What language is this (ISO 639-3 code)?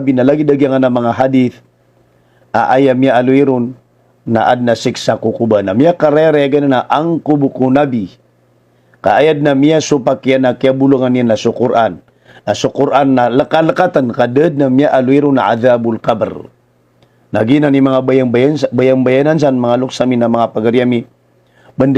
mrw